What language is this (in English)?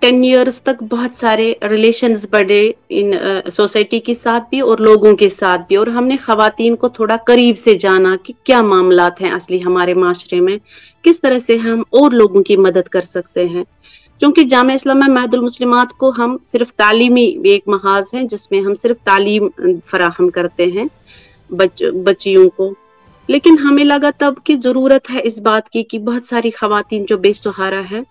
Urdu